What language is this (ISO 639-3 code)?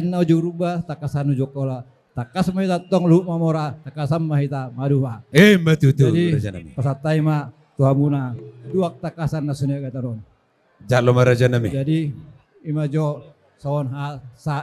bbc